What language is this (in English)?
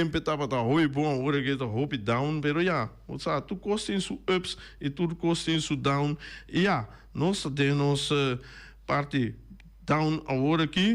Papiamento